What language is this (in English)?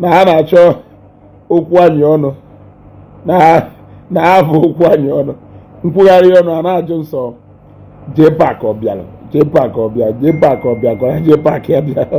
Igbo